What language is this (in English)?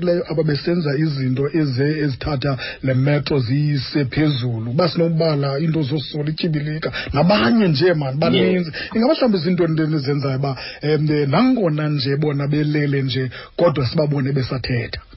Xhosa